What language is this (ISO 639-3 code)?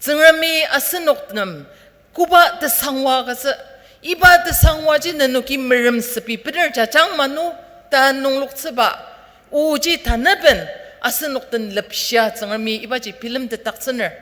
njo